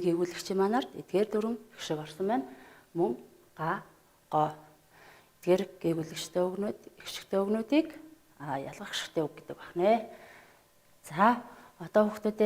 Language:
Mongolian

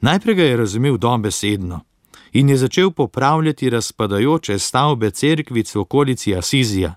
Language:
Slovenian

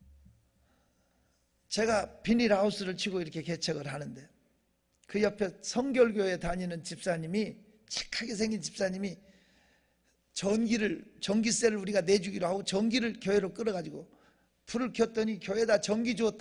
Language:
Korean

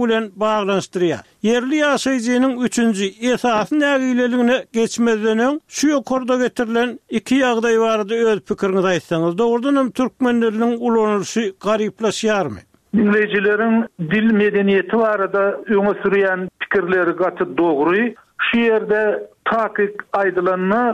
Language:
Turkmen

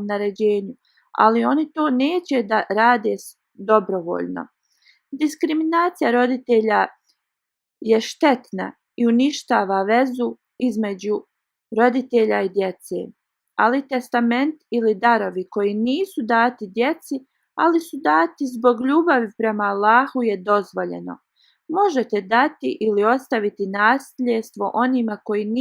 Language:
Bosnian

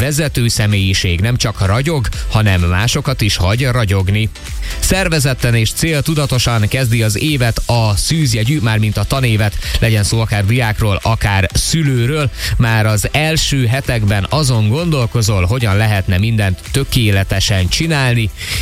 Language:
Hungarian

